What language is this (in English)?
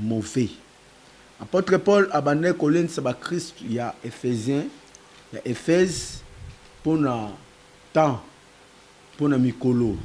Lingala